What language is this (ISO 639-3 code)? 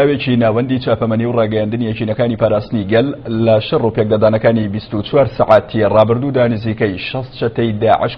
ckb